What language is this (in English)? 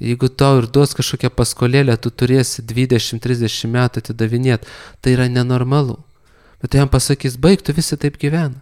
Lithuanian